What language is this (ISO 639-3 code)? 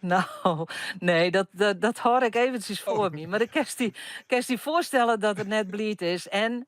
fry